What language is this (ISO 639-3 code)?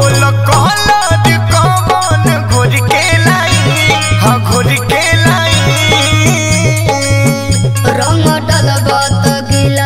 bho